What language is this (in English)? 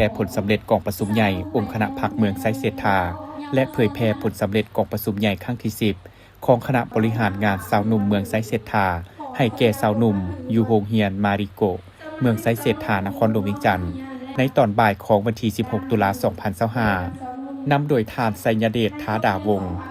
Lao